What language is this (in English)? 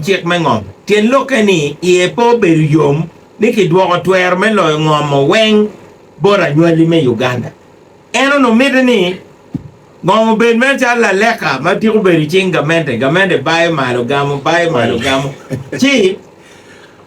Acoli